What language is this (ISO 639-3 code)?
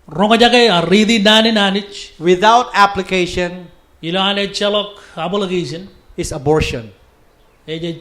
mah